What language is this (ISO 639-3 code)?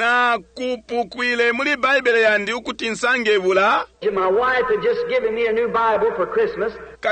bem